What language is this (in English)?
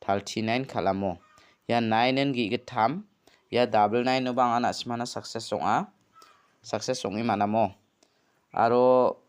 Garo